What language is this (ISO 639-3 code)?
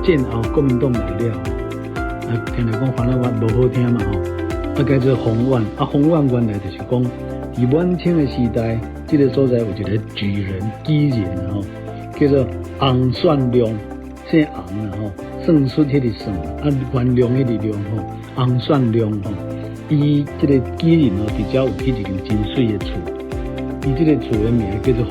nan